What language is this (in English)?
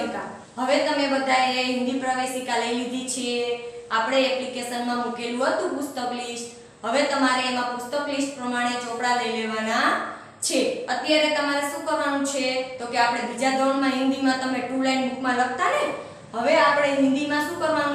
Gujarati